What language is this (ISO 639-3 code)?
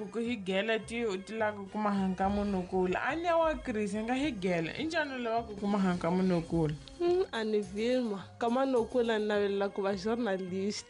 tso